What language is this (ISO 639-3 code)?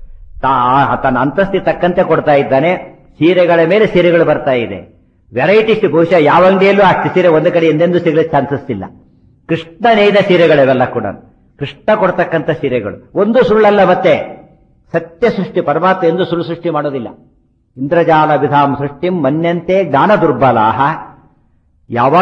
kan